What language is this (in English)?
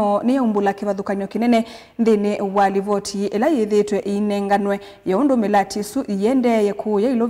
Kamba